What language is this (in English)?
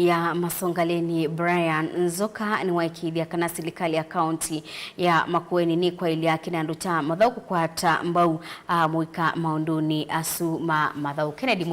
Kamba